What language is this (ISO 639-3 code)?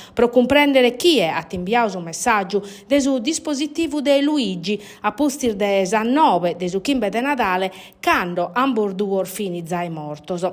srd